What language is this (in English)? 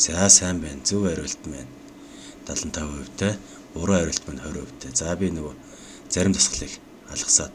Mongolian